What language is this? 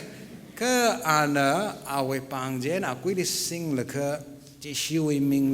Tangkhul Naga (India)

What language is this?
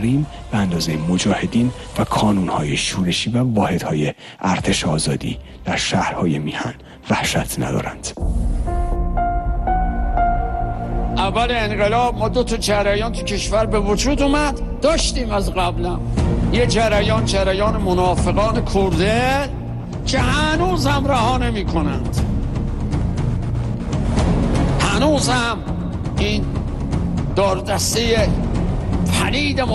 Persian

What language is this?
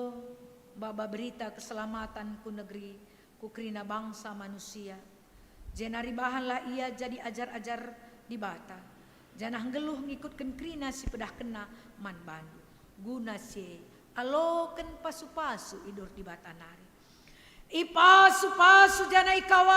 Batak Karo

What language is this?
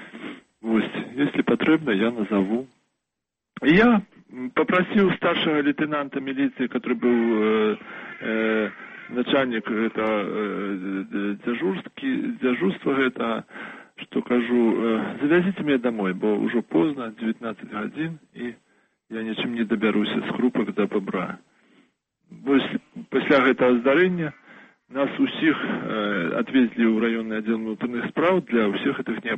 Belarusian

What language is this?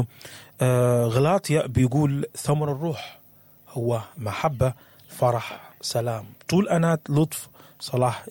Sudanese Arabic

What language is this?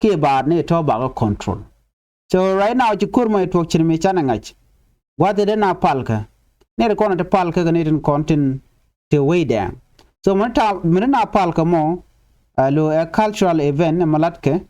Nuer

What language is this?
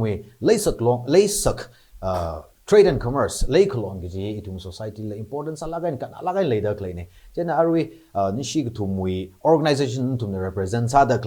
Tangkhul Naga (India)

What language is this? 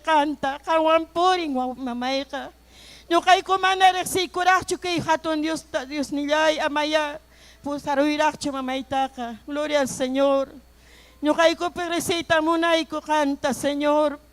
Ayacucho Quechua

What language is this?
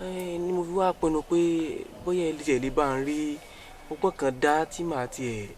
Yoruba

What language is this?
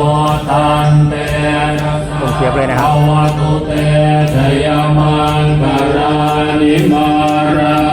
Pali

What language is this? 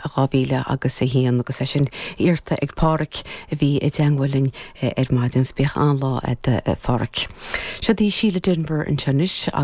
Irish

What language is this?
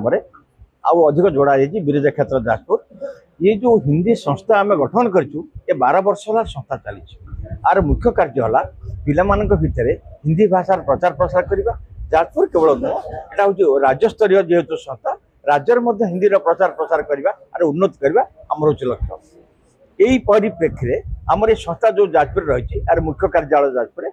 Odia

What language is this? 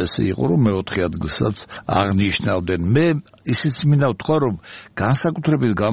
Georgian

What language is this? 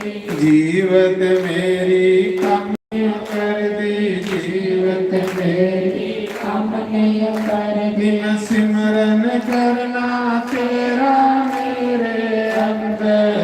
Dogri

